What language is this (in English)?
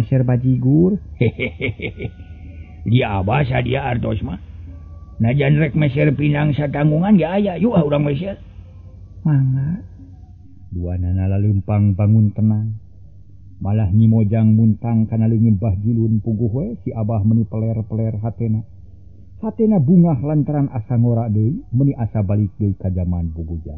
Sundanese